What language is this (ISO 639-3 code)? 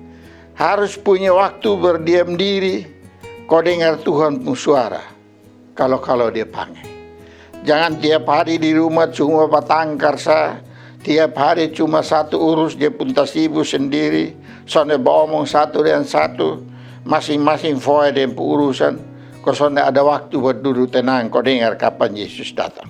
mkn